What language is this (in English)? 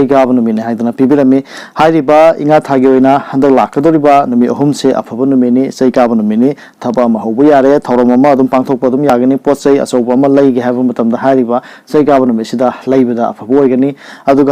Manipuri